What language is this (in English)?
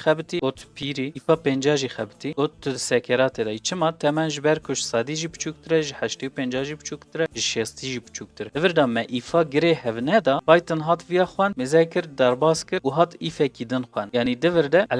Kurdish